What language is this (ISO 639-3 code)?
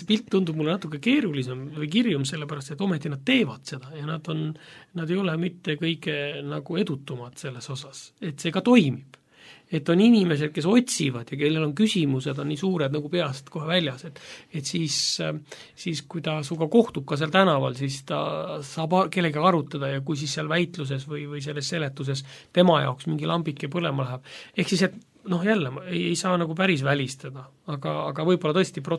est